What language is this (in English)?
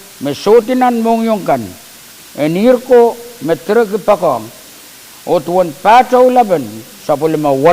Pohnpeian